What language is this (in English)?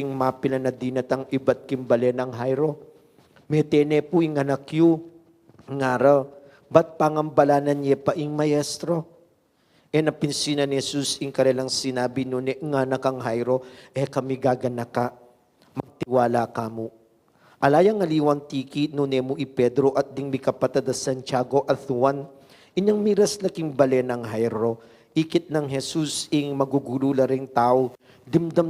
Pampanga